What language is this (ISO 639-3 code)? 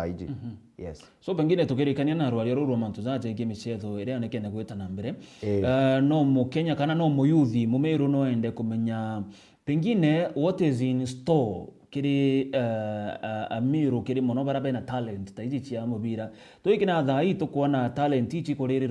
mer